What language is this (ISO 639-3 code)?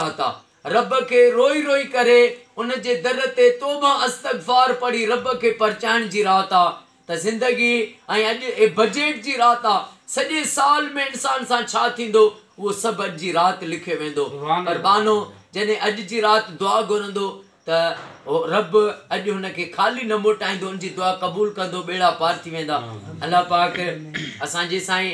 snd